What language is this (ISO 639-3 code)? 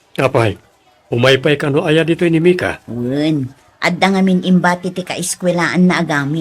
ilo